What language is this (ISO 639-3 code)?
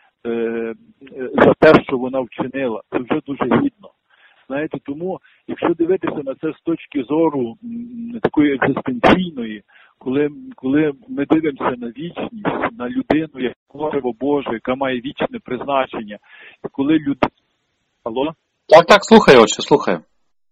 ukr